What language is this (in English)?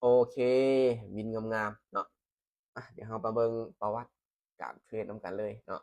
Lao